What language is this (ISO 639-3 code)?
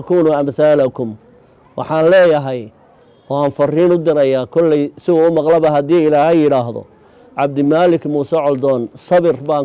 som